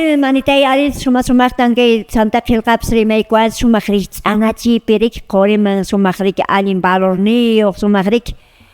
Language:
Quechua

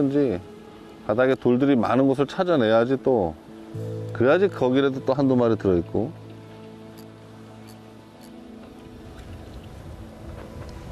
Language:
Korean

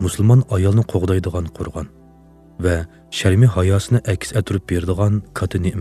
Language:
Uyghur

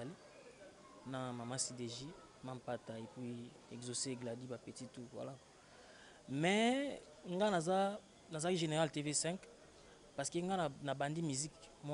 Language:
Lingala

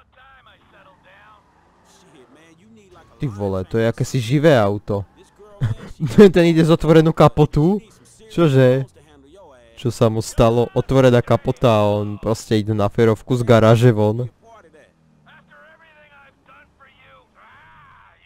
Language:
Slovak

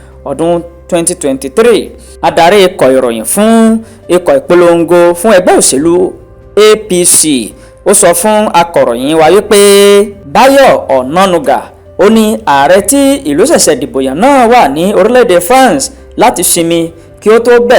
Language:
Yoruba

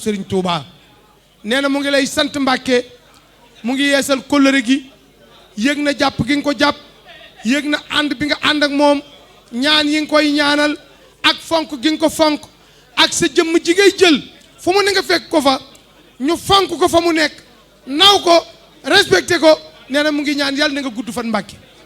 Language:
Wolof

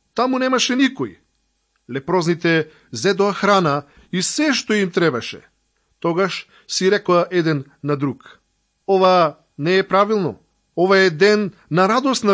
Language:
Macedonian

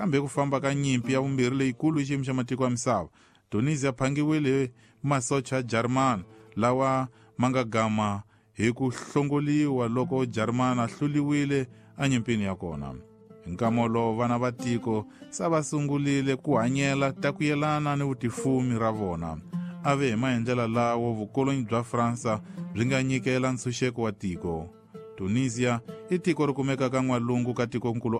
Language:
Tsonga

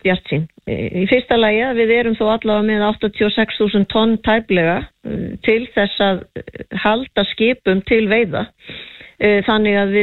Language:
Icelandic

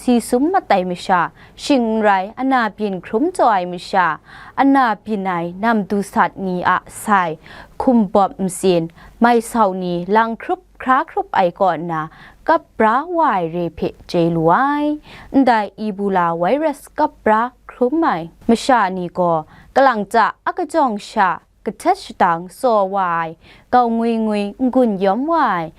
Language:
Kachin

